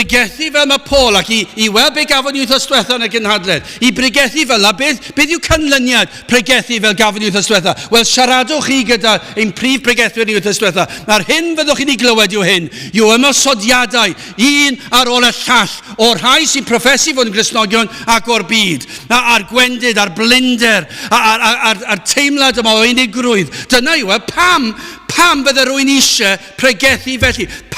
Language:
Welsh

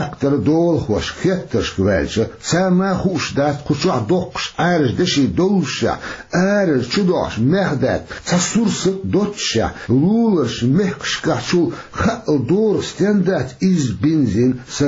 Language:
Chechen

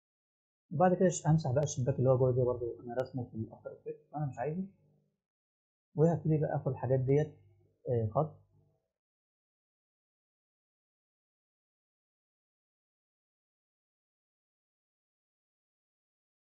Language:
Egyptian Arabic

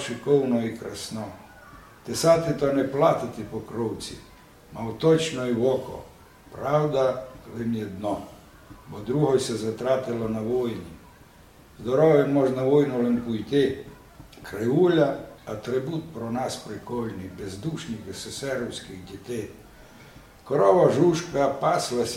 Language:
Rusyn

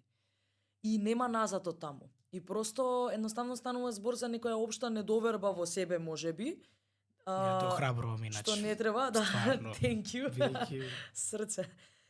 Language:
Macedonian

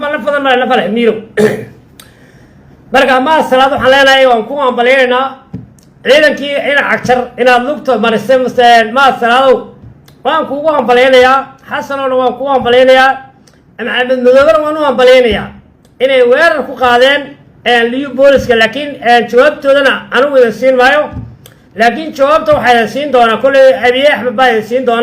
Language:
Somali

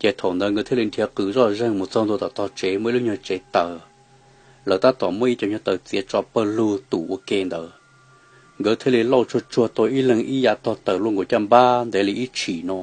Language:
Hmong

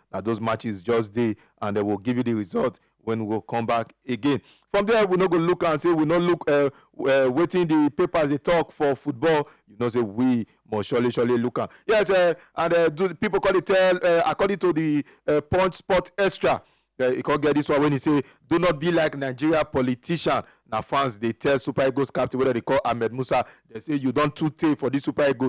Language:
Nigerian Pidgin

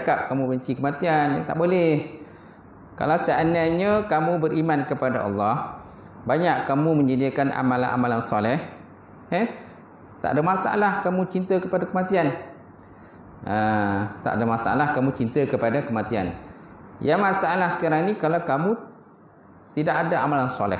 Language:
Malay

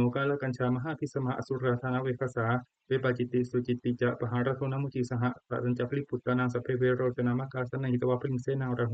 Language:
Pali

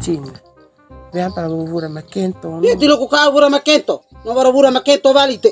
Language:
Bima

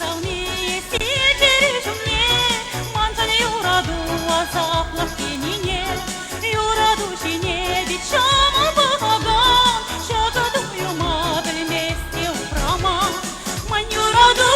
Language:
Chuvash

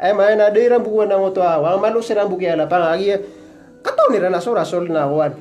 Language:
Maranao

